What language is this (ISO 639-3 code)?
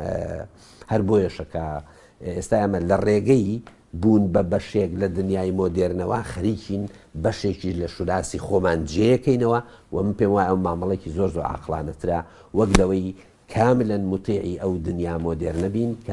ckb